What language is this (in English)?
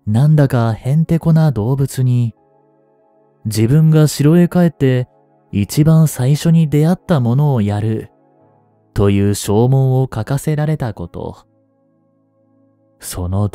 Japanese